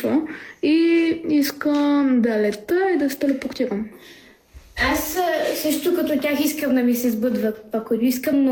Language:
Bulgarian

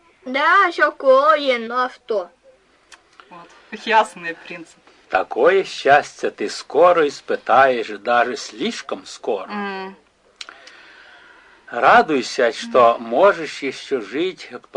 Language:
Russian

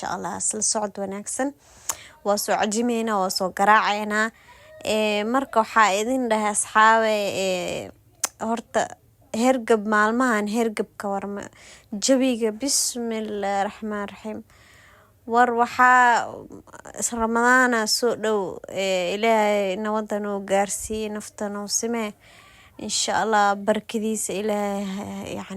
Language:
Somali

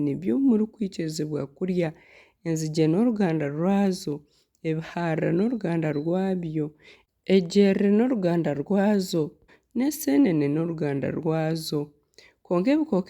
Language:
Nyankole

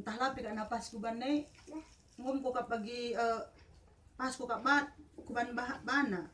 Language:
Batak Karo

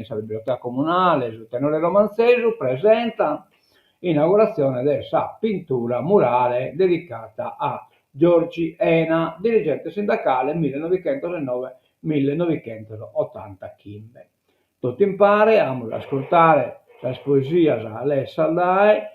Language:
Sardinian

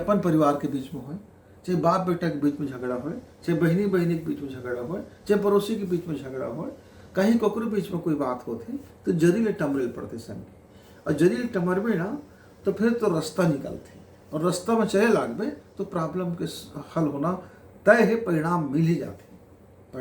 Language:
Chhattisgarhi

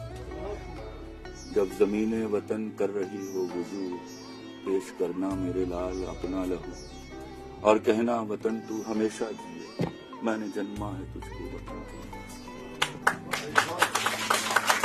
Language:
Urdu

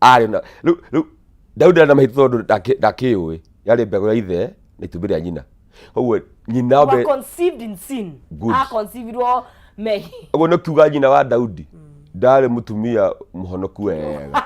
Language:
Kikuyu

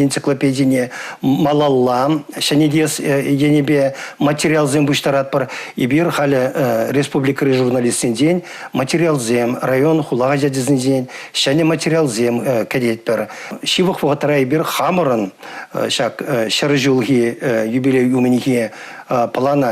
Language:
Chuvash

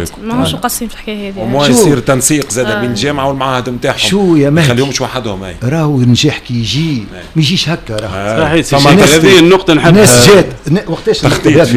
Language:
Tunisian Arabic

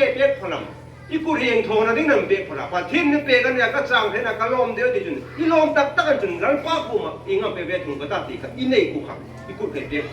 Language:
Hmar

